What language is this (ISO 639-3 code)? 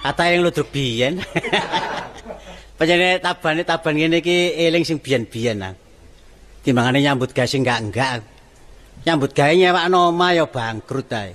jav